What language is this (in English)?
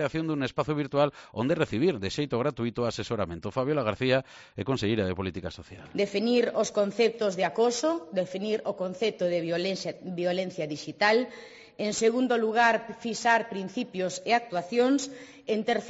Galician